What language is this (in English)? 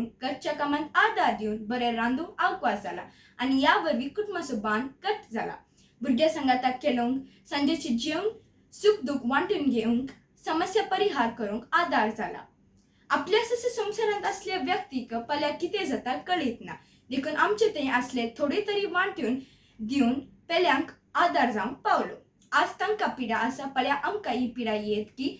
Konkani